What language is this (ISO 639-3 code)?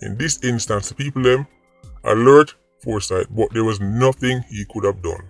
jam